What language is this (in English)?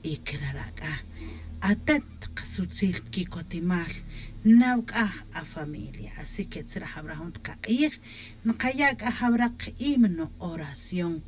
Tz'utujil